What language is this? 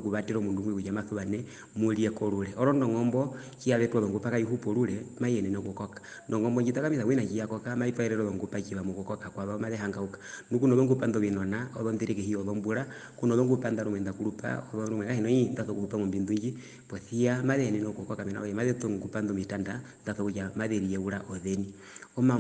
Herero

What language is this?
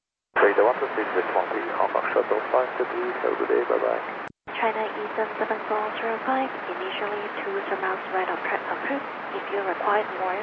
English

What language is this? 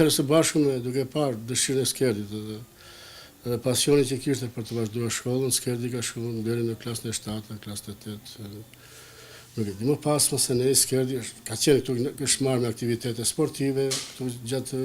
Albanian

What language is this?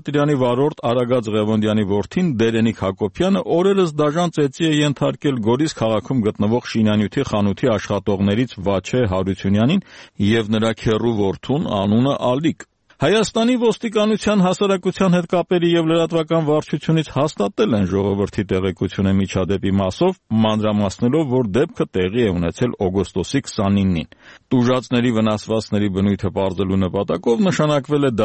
Armenian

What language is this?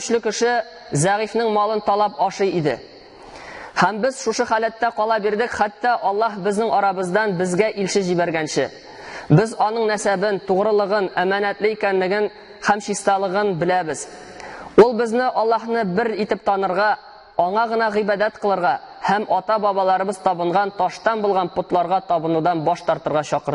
Tatar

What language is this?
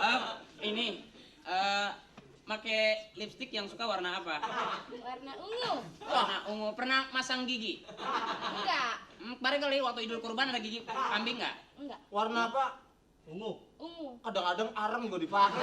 Betawi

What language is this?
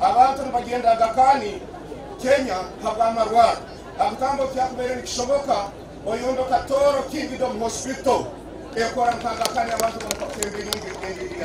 Nyankole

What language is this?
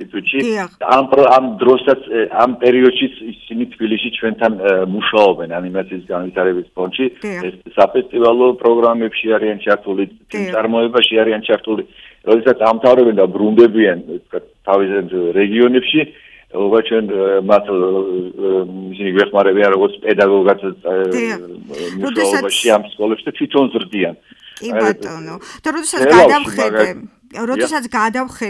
Georgian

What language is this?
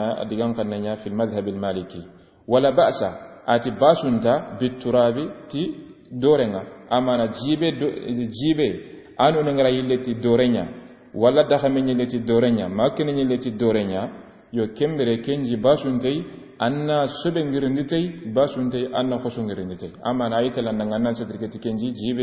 Soninke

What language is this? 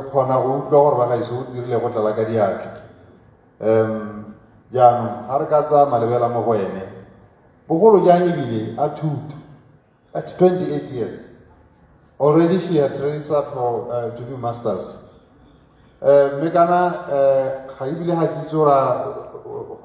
Tswana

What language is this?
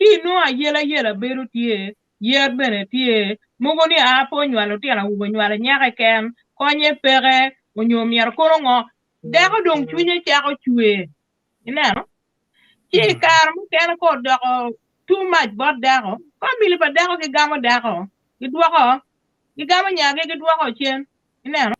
Acoli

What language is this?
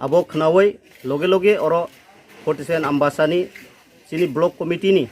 Riang (India)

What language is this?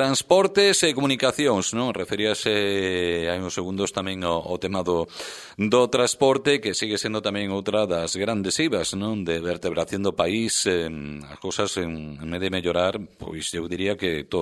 Galician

